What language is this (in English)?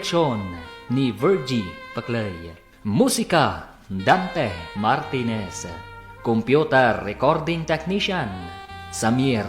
Iloko